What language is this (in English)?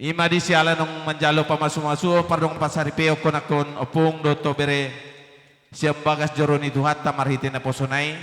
Batak Toba